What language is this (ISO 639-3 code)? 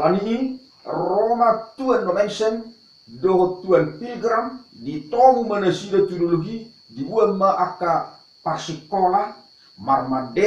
bbc